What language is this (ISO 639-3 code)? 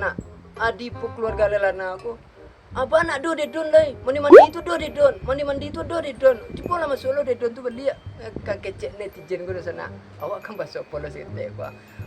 min